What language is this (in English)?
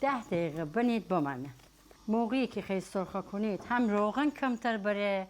Gilaki